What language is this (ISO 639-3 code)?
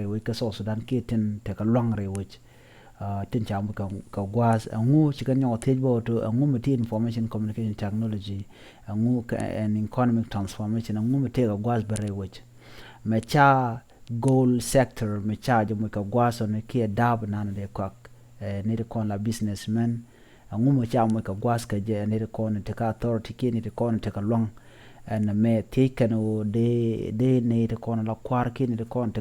nus